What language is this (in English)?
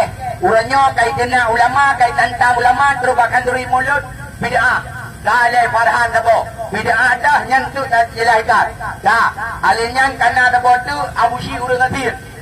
Achinese